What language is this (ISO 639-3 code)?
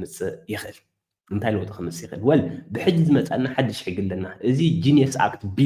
tir